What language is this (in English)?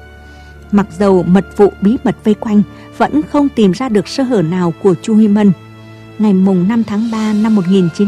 Vietnamese